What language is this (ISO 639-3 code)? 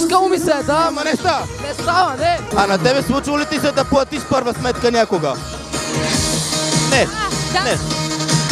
bul